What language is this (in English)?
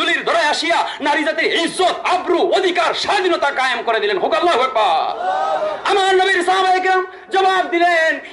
Sylheti